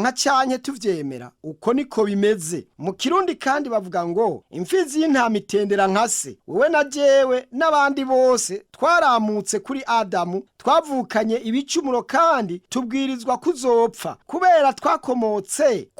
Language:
Rundi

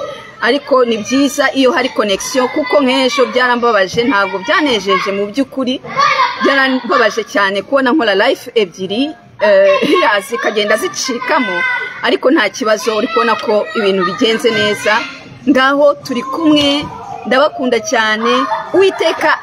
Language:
Kinyarwanda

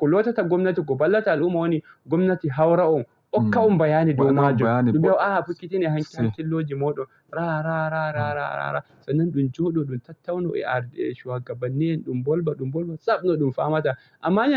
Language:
Fula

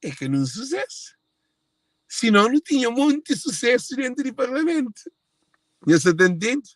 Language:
Kabuverdianu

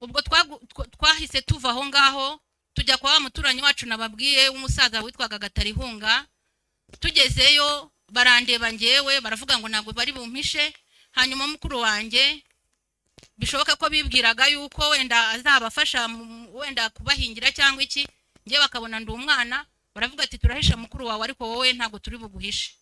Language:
Kinyarwanda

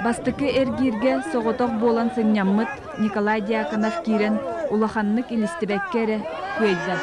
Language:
Yakut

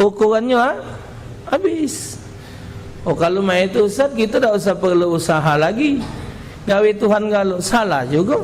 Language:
Musi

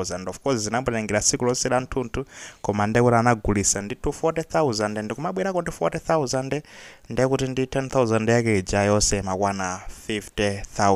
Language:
Nyanja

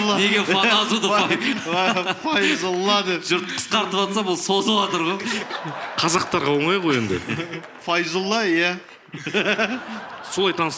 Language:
Kazakh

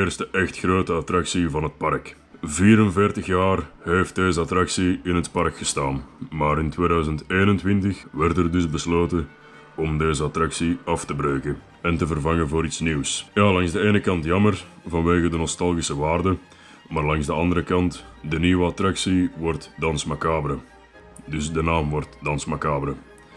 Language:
Dutch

